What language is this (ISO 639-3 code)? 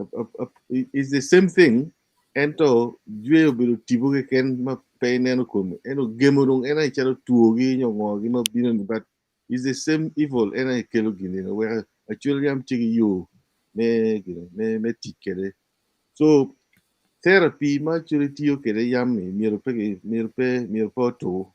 ach